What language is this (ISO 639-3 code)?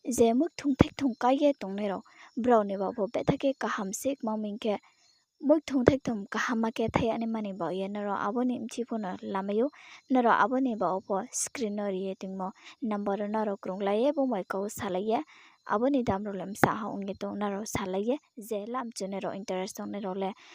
ria